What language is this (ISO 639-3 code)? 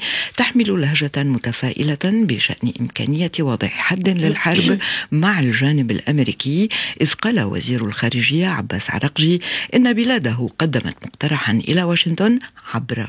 ara